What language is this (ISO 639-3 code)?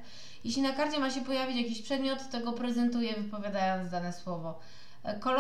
pol